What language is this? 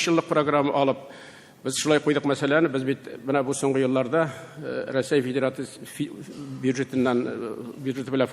Tatar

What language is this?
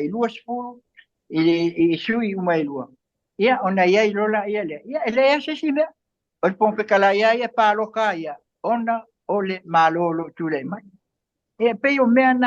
Samoan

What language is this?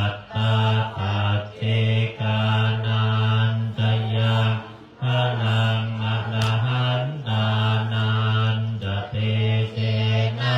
Pali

